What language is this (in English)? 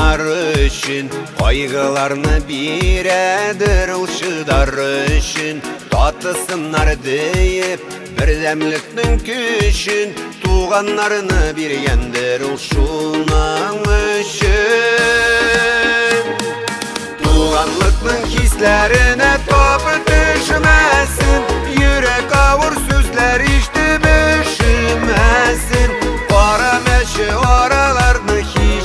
Bashkir